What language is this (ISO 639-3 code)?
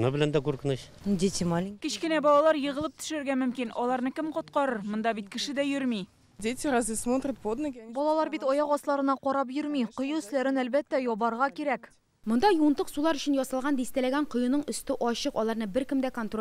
tat